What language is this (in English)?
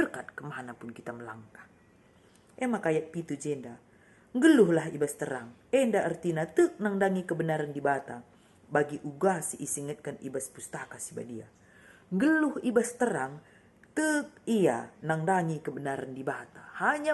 Batak Karo